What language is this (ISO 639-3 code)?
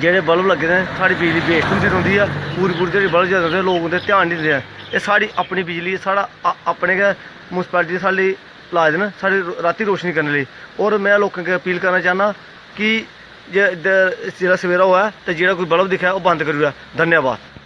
doi